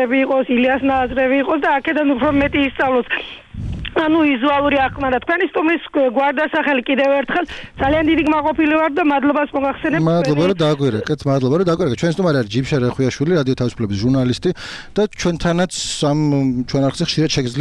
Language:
Georgian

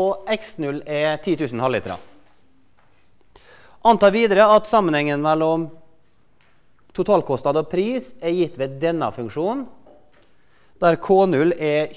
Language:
Norwegian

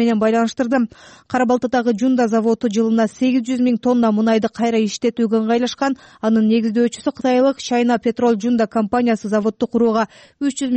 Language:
Kyrgyz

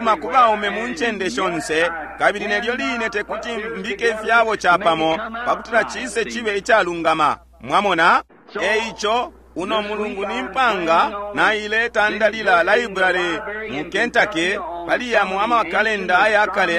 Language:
Bemba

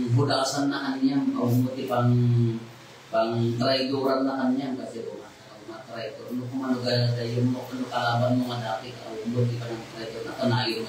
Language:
Iloko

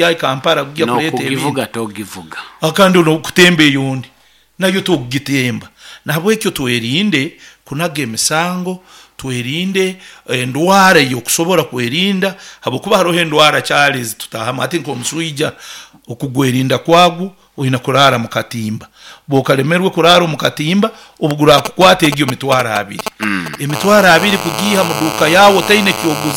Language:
Nyoro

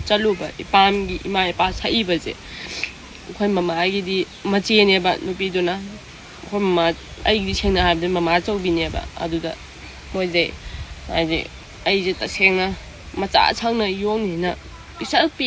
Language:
Manipuri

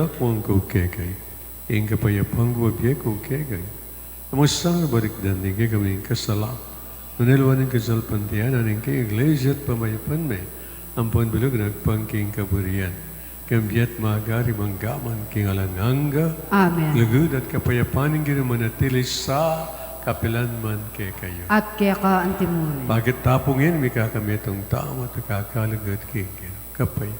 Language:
Pampanga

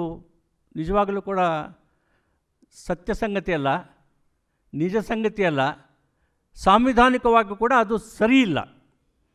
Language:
Kannada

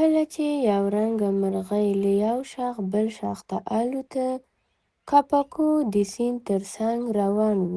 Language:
Pashto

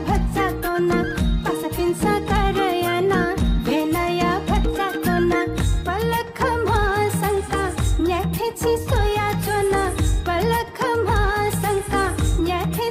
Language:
Newari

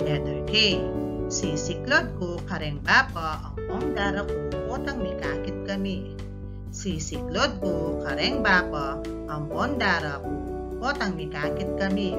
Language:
Pampanga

